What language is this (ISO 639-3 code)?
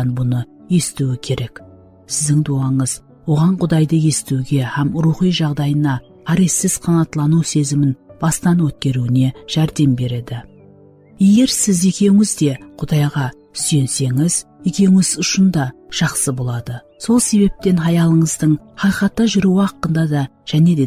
kaa